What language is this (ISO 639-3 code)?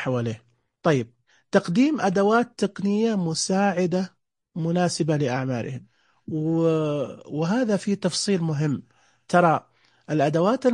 ars